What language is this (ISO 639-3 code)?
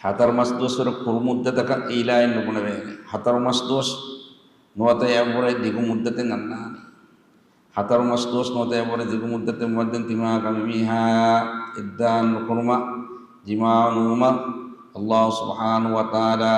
div